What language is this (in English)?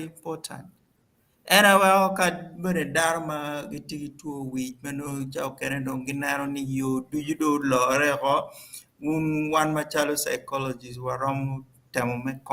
Acoli